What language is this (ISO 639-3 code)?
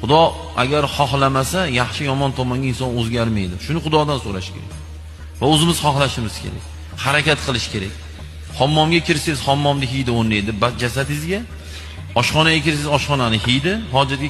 uzb